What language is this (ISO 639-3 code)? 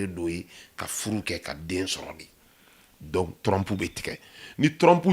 bam